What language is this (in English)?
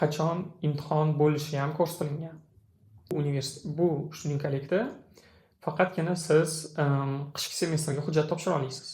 Uzbek